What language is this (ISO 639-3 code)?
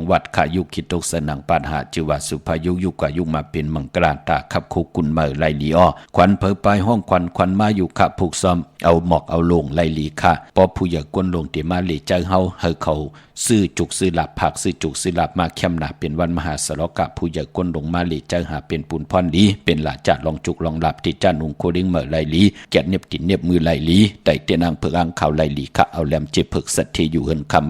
shn